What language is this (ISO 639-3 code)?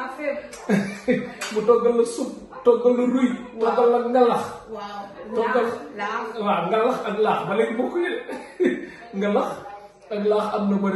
wol